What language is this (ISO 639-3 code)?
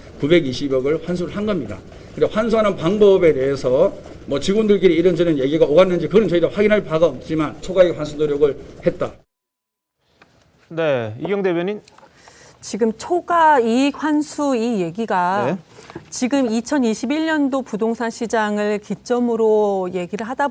kor